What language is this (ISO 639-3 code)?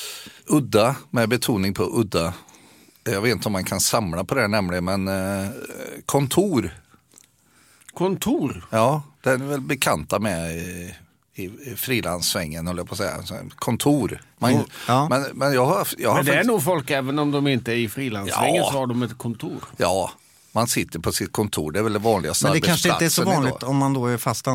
swe